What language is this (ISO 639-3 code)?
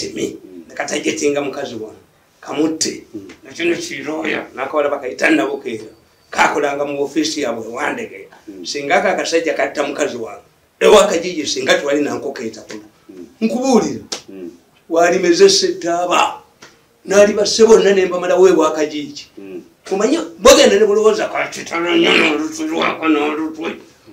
lug